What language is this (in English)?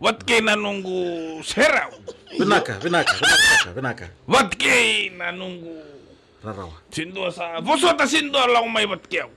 Fijian